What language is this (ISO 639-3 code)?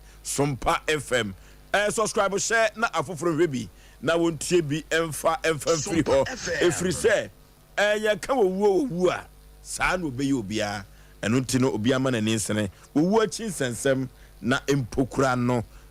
aka